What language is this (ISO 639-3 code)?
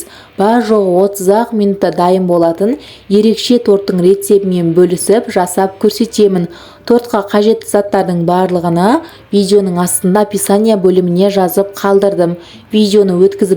kaz